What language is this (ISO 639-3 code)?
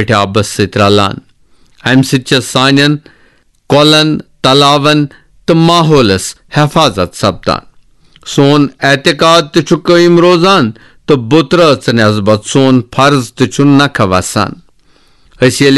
kas